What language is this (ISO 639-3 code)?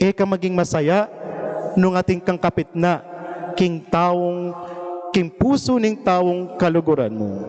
pam